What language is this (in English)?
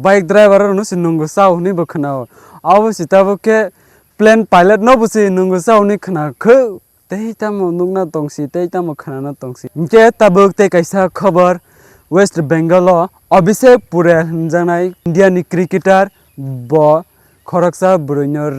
Kok Borok